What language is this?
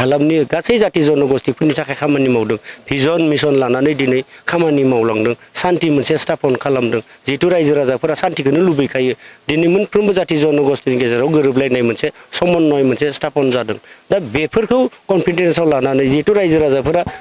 Bodo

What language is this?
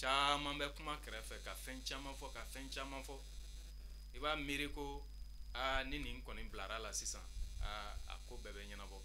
Bambara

